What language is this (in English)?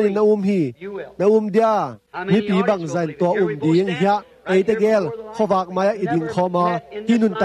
Tedim Chin